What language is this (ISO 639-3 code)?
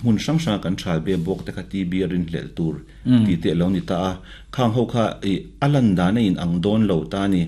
lus